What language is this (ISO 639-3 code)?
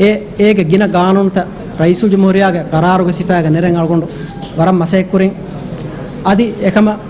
div